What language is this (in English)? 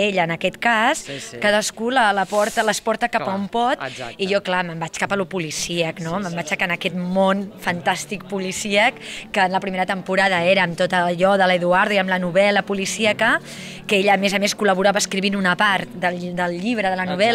Catalan